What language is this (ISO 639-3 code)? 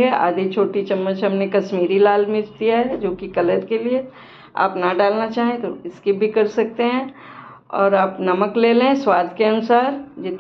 hin